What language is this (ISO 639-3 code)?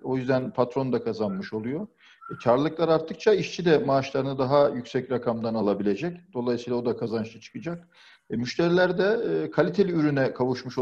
tur